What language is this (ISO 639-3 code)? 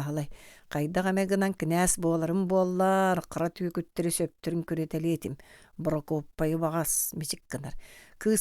sah